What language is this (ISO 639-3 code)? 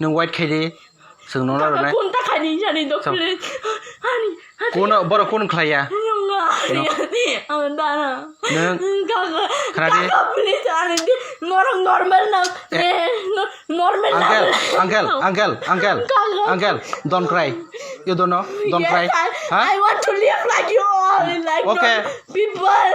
trp